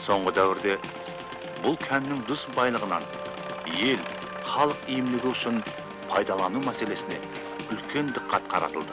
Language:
Kara-Kalpak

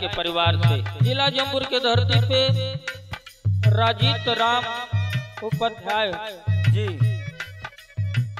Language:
Bhojpuri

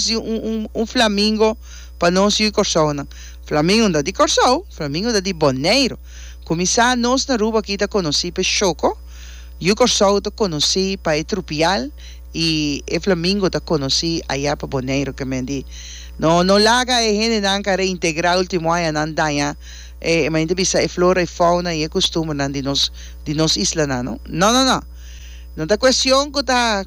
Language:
Papiamento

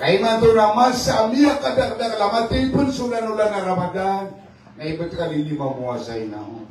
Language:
Maranao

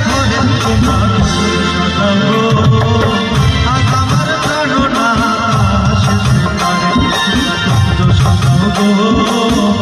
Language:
Bangla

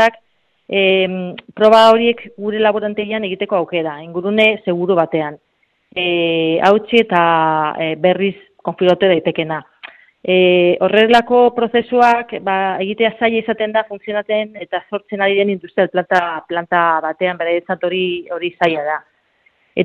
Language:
Basque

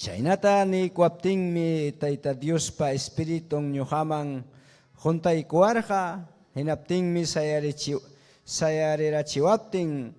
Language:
Ayacucho Quechua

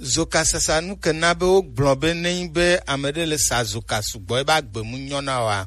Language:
Gen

